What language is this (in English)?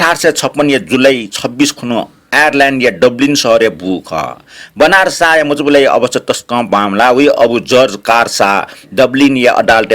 Newari